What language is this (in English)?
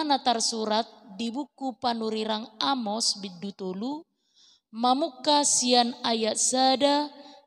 Batak Toba